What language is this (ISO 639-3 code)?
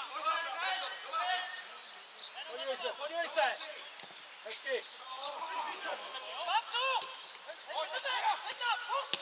ces